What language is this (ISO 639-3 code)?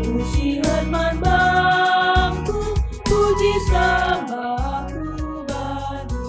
btx